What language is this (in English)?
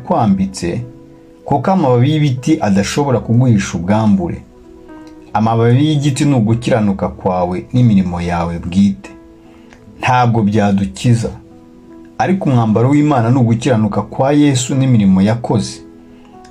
Kinyarwanda